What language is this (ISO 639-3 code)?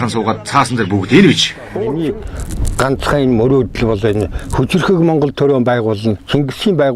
mon